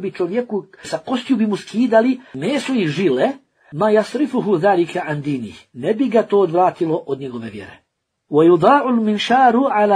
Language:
Bosnian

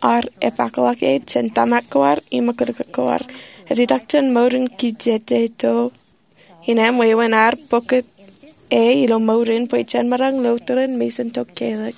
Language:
Marshallese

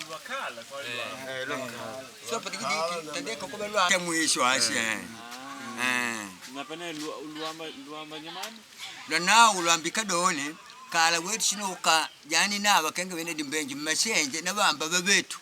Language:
Makonde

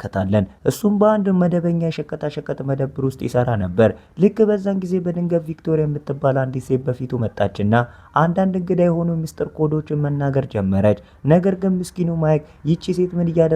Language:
Amharic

